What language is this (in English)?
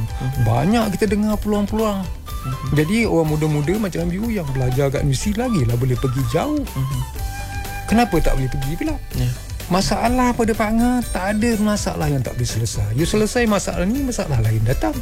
Malay